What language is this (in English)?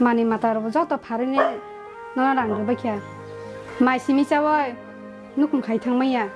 Kok Borok